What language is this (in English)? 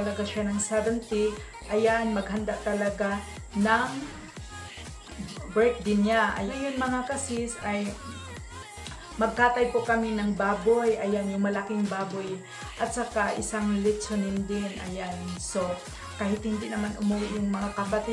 Filipino